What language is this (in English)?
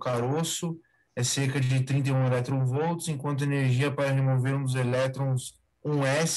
Portuguese